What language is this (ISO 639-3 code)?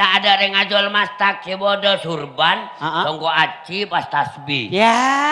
mad